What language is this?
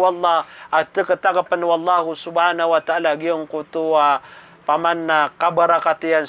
Maranao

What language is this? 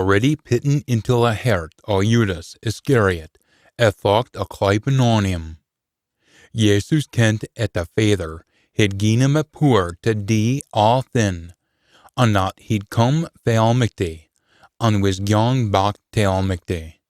Scots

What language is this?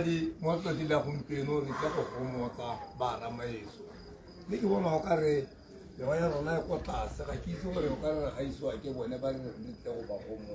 Tswana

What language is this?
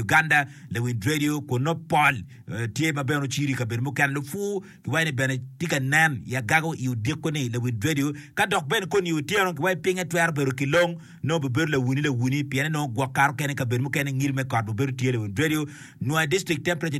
Acoli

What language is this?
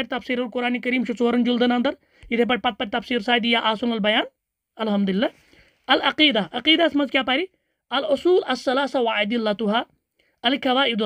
Kashmiri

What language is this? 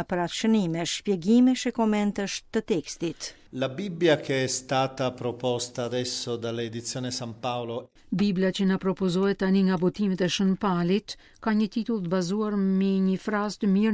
Albanian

